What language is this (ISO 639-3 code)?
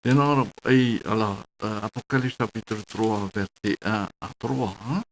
tah